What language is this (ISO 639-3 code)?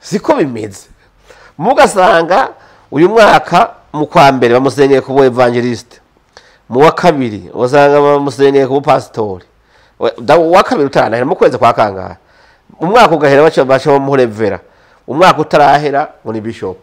run